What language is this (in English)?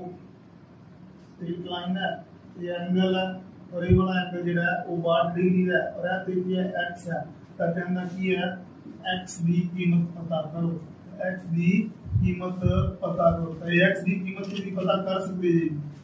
Punjabi